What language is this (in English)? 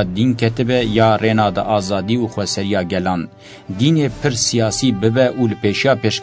Kurdish